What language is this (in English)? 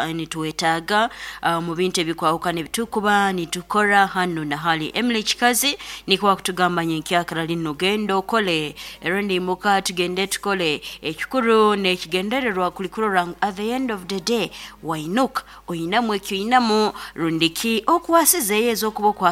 Nyoro